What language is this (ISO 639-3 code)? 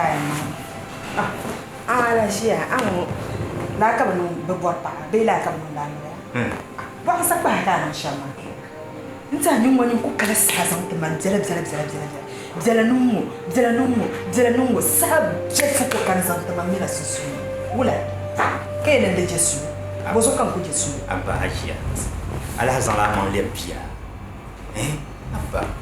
dag